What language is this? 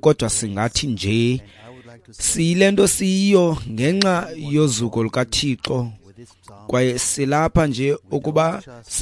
Xhosa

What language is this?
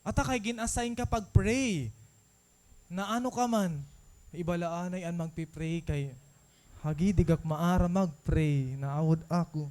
Waray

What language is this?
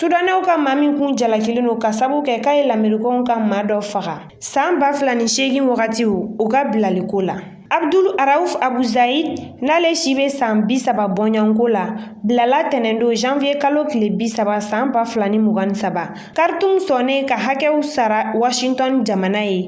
Bambara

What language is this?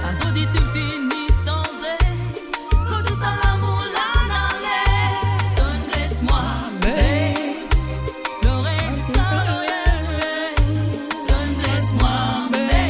Morisyen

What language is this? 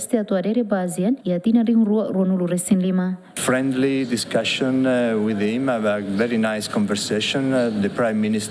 Tetum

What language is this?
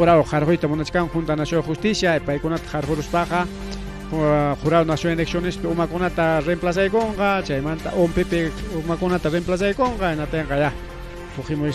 Ayacucho Quechua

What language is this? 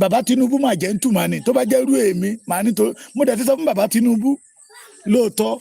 Yoruba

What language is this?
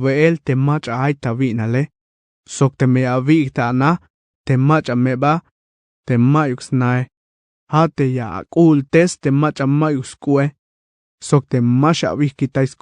Tzeltal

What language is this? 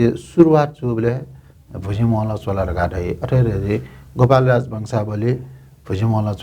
Newari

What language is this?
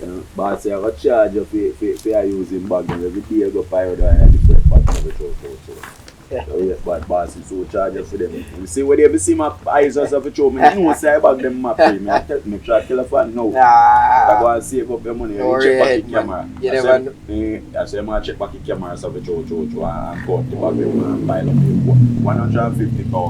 Jamaican Creole English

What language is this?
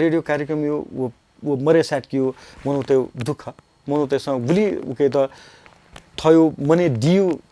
Newari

